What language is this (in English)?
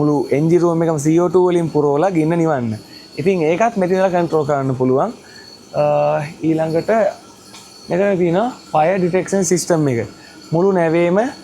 Sinhala